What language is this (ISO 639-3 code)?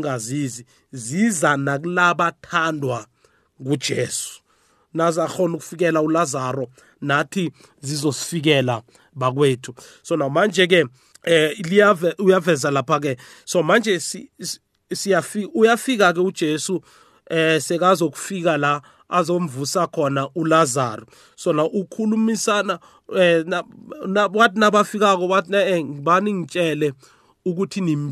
nbl